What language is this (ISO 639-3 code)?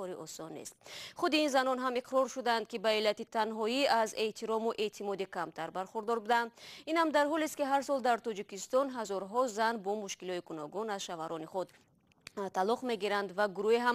tgk